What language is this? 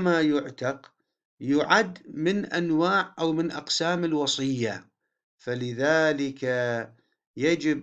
Arabic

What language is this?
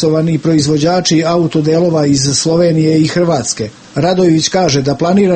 Serbian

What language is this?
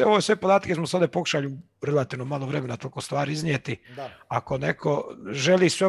Croatian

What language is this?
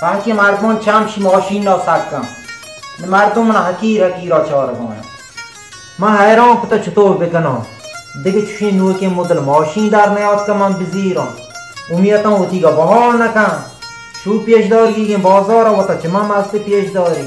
Baluchi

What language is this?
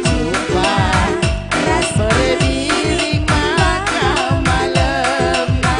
Batak Karo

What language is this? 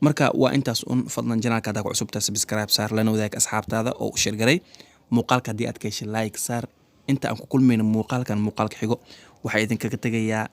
Somali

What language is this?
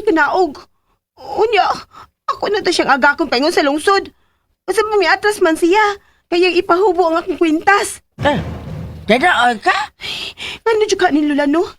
Cebuano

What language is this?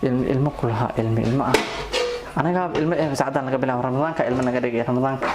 Somali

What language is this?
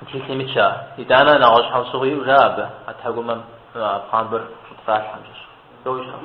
Kabardian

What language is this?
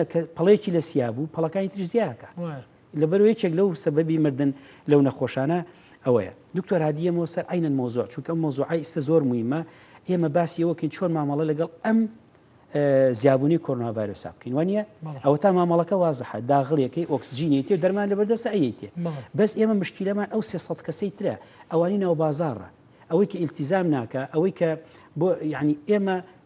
Central Kurdish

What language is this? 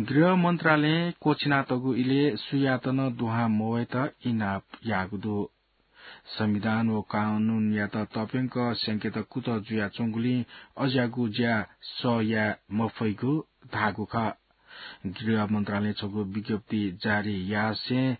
Newari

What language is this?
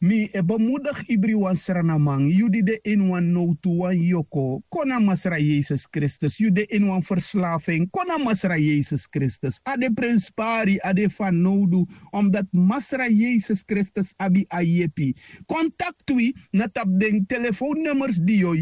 Sranan Tongo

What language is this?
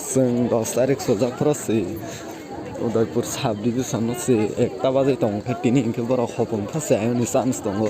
Kok Borok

